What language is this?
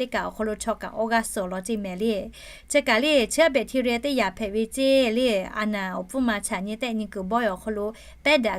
Lahu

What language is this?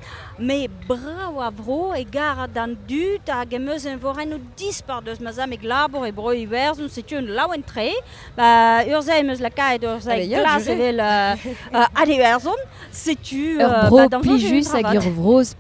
Breton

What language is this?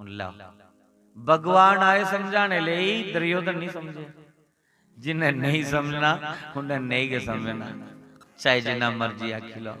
Dogri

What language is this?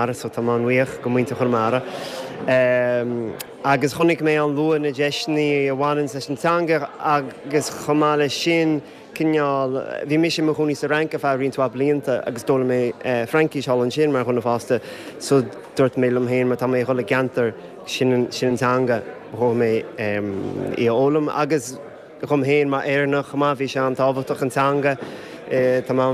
Irish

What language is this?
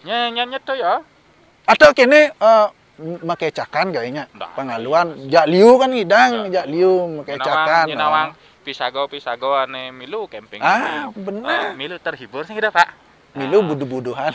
Balinese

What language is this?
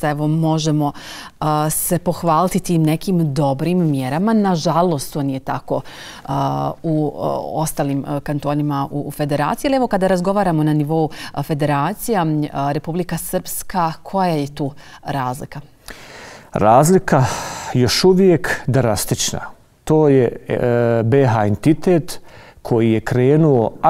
Bosnian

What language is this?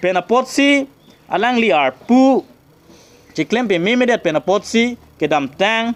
Karbi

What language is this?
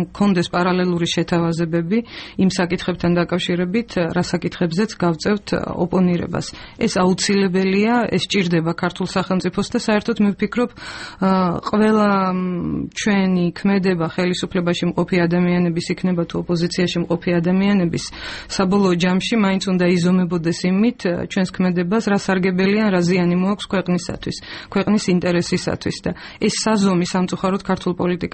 Georgian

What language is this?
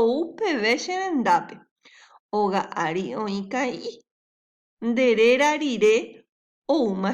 Guarani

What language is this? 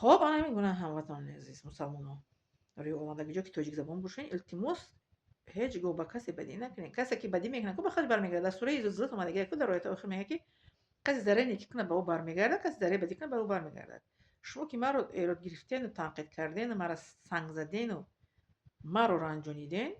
Tajik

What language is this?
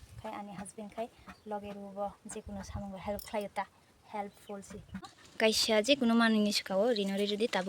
Kok Borok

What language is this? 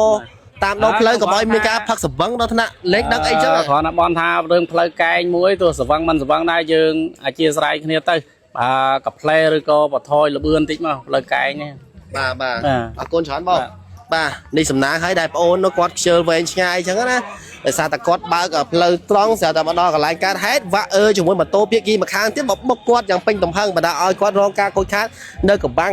Khmer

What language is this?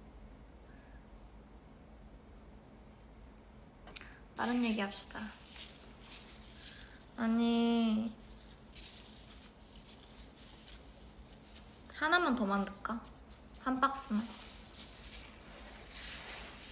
Korean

